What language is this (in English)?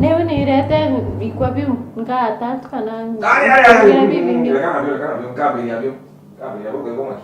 Meru